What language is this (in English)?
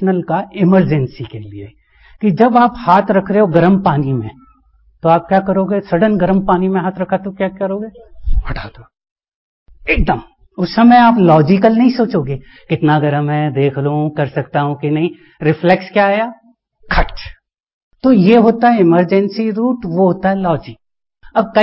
Hindi